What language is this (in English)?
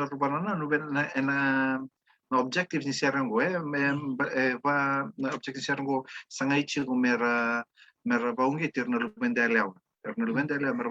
Fijian